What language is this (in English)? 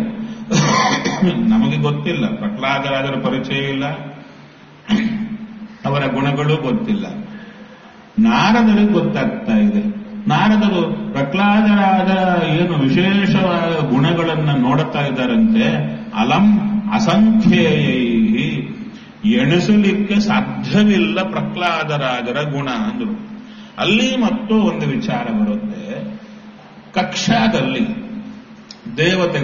Kannada